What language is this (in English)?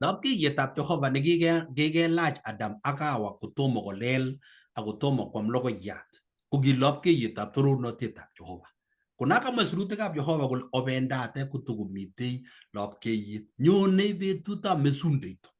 Kalenjin